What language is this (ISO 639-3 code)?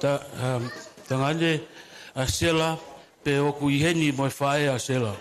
ton